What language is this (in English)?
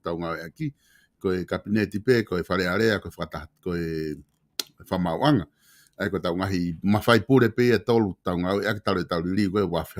Tongan